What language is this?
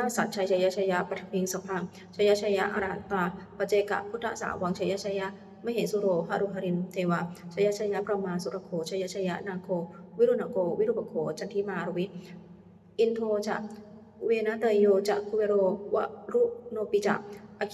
Pali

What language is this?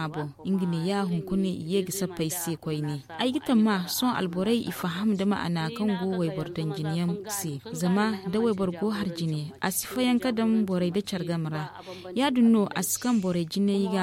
Zarma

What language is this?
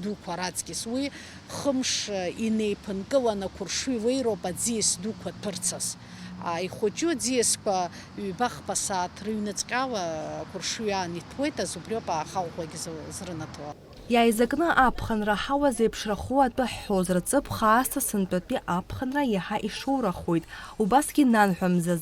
Abkhazian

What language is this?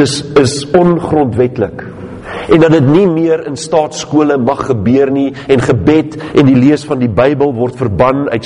Afrikaans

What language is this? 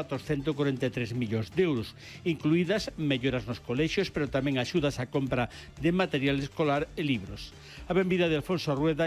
Galician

